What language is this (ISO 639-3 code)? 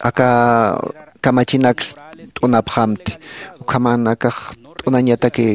aym